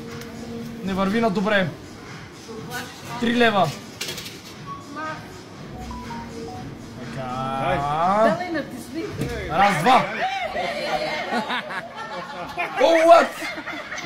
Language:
Bulgarian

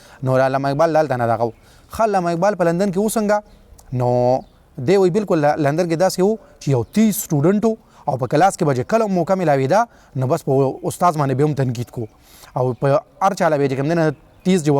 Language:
Pashto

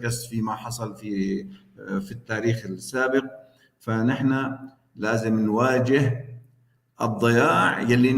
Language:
North Levantine Arabic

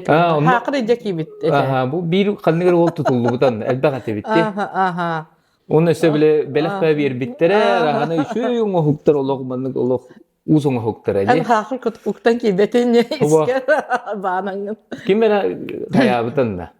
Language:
Yakut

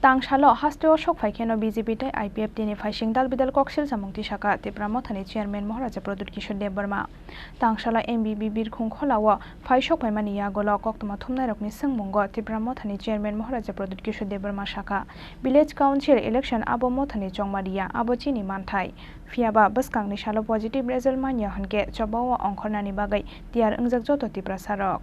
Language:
Kok Borok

